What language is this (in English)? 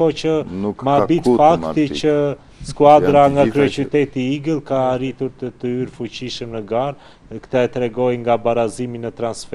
Albanian